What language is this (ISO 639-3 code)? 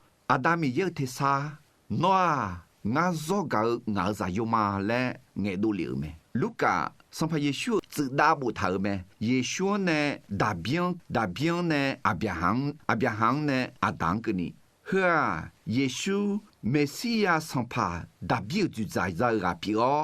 ahk